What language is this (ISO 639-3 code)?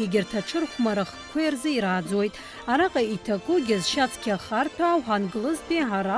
abk